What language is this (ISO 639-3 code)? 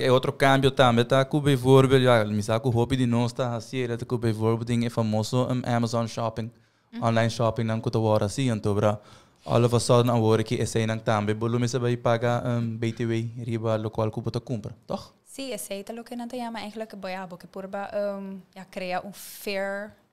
pap